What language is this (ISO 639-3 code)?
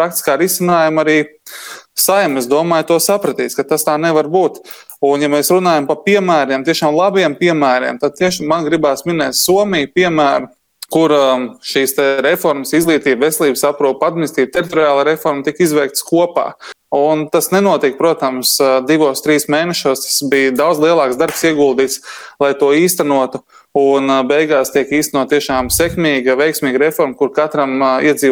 lav